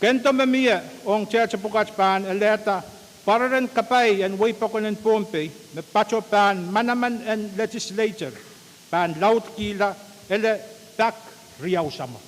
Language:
Pohnpeian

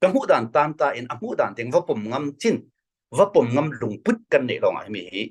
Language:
Falam Chin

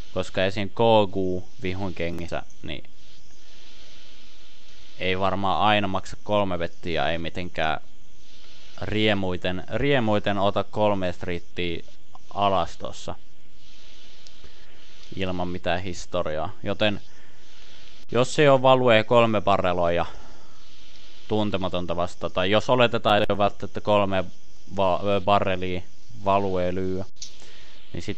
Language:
Finnish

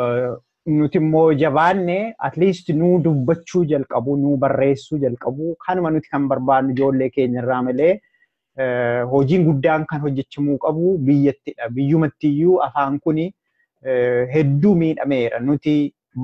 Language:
Oromo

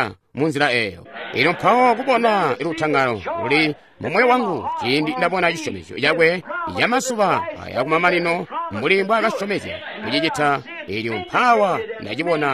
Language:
Tonga (Zambia)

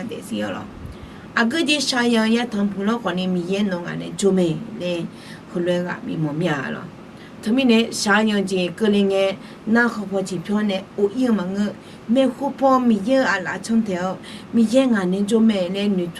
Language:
Akha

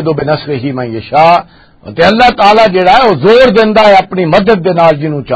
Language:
Western Panjabi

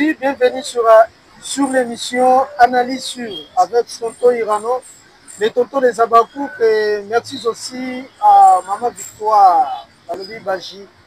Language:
Lingala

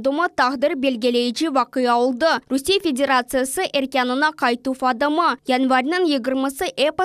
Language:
Crimean Tatar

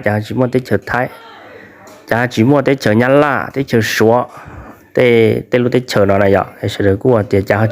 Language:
Hmong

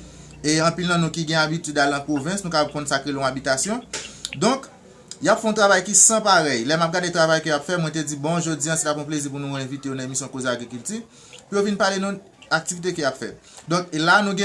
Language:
Haitian Creole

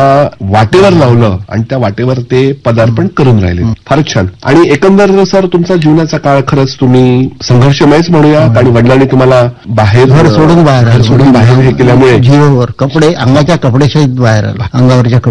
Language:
Marathi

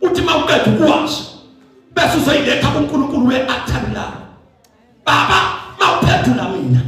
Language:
Zulu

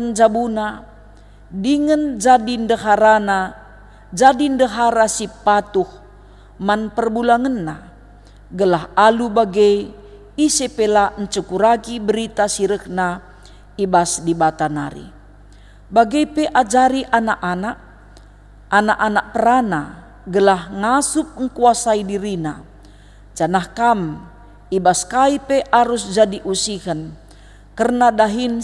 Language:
Batak Karo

